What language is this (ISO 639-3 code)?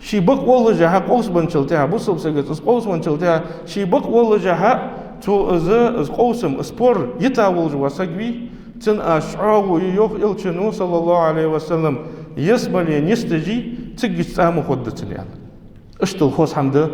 inh